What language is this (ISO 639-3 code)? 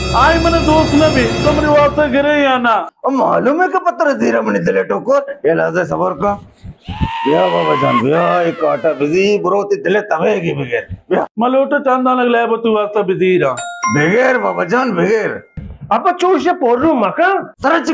bal